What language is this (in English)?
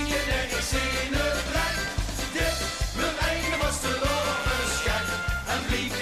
Limburgish